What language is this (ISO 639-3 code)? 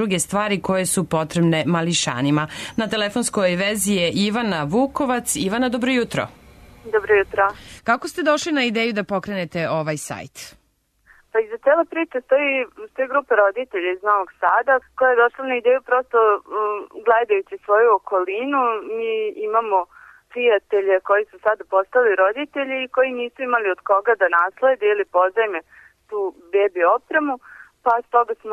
srp